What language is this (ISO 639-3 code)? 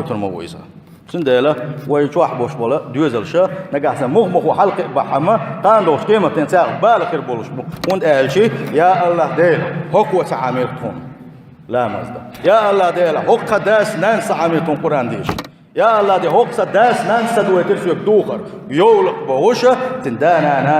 che